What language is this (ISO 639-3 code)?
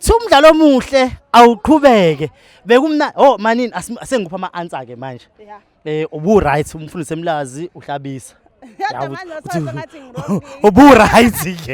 zul